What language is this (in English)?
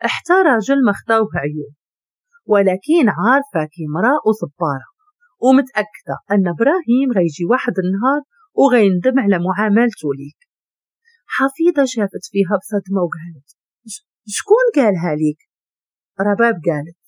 Moroccan Arabic